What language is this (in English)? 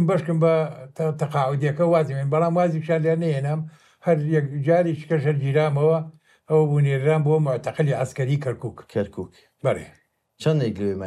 Central Kurdish